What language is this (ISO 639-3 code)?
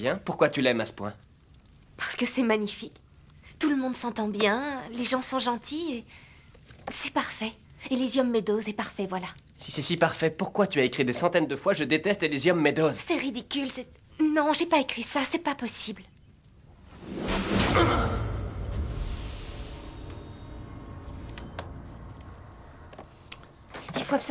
fra